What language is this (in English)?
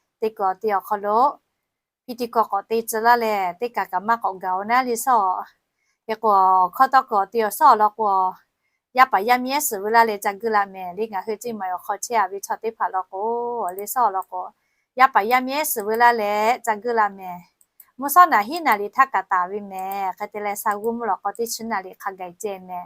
Lahu